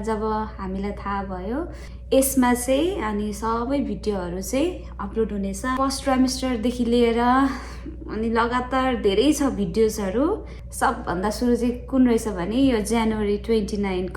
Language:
Nepali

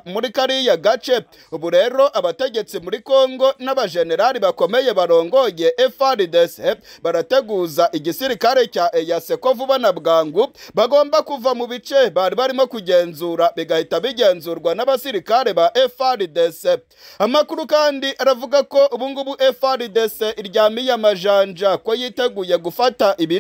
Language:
Kinyarwanda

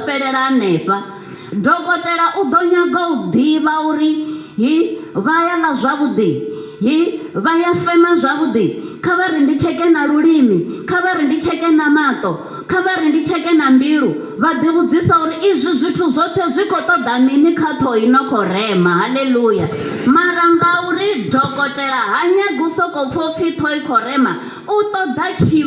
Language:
Venda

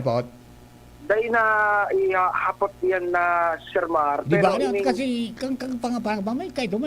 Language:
Bikol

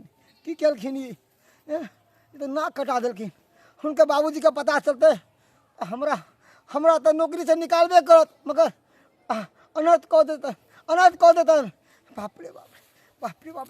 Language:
Maithili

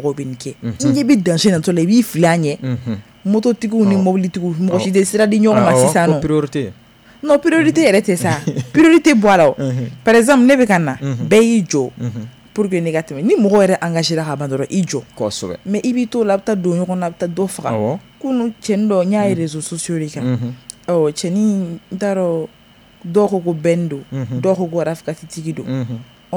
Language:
Bambara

